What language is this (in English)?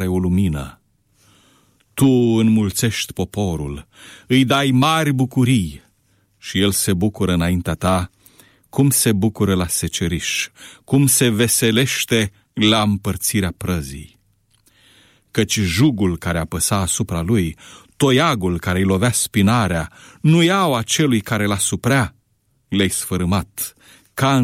Romanian